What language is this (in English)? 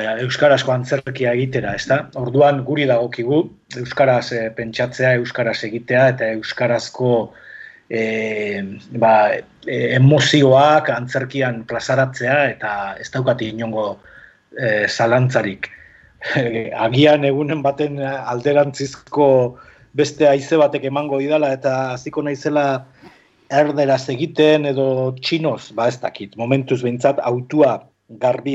Basque